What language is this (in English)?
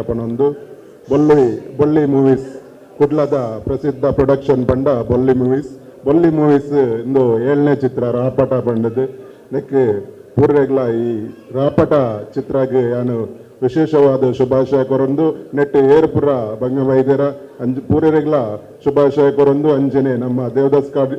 Tulu